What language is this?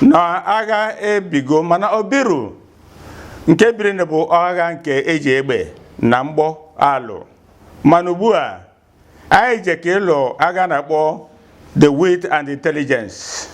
Igbo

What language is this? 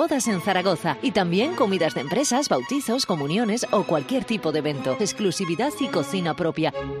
Spanish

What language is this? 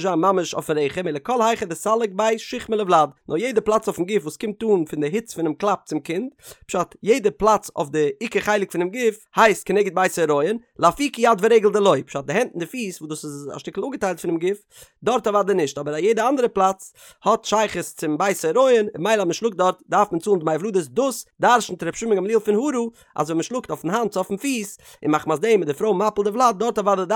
Yiddish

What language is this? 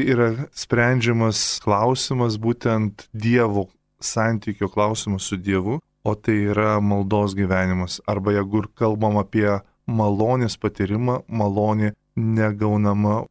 Lithuanian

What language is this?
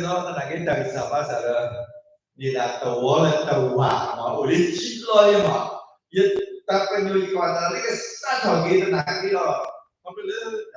S'gaw Karen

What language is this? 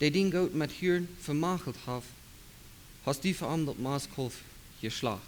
Plautdietsch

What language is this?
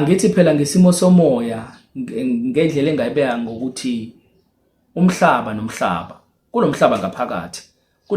Zulu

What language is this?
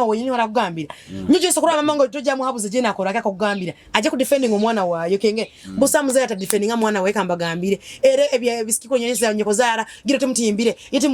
Nyoro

